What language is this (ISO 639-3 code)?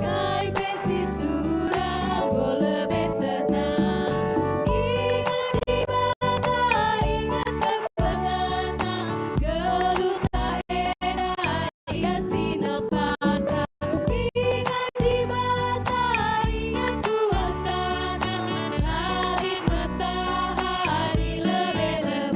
btx